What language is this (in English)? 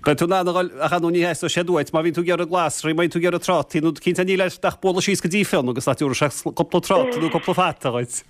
Irish